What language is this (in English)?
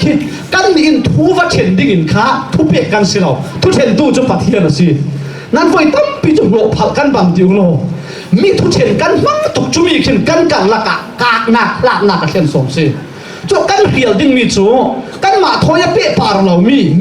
Falam Chin